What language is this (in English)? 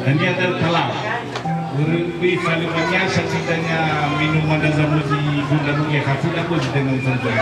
Nias